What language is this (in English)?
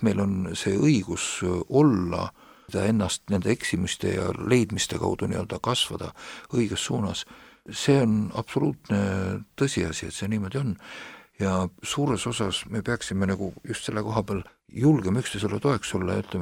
Estonian